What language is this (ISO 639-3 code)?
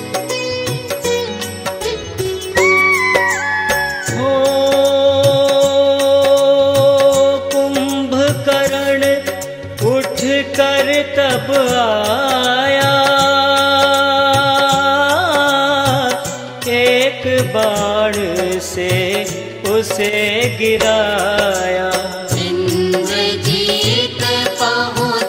hin